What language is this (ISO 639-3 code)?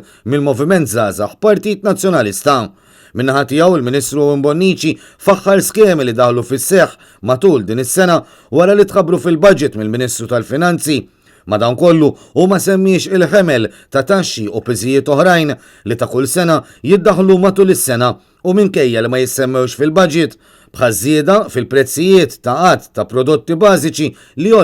mlt